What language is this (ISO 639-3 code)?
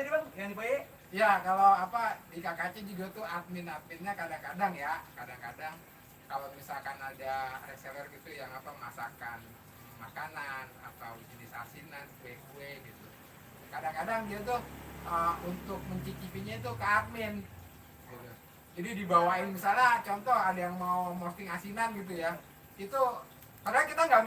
bew